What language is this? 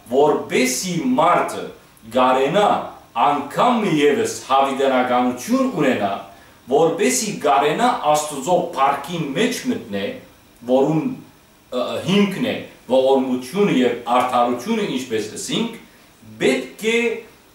Western Armenian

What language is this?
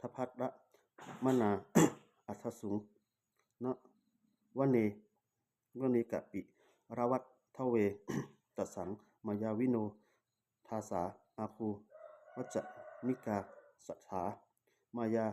Pali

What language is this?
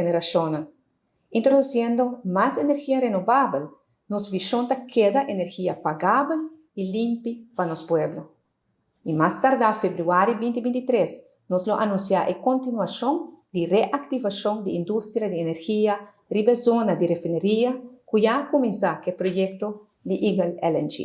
Papiamento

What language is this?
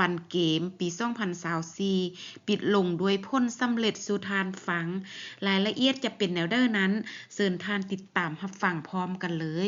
Lao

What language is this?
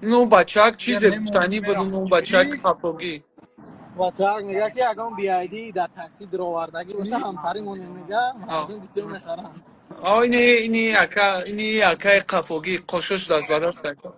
Tajik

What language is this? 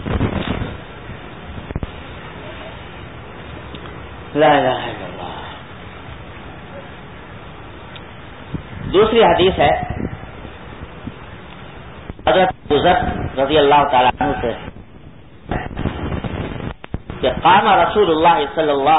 Urdu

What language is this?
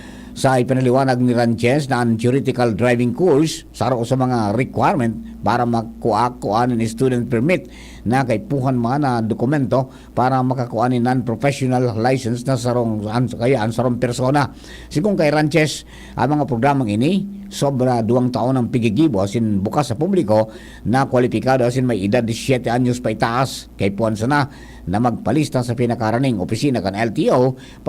Bikol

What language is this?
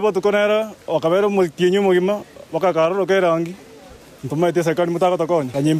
Gusii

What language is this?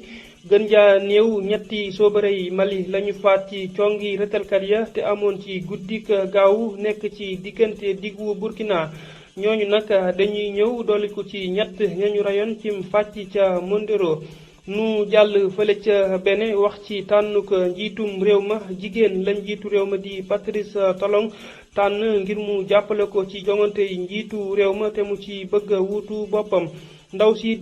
Wolof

